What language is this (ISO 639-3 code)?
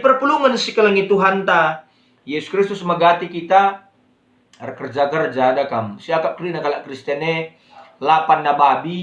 btx